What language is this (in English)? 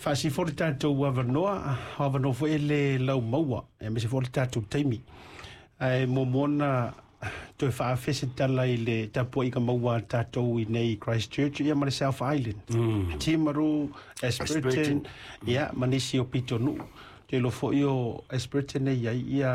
Samoan